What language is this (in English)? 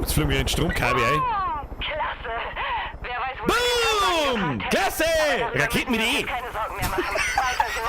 Bavarian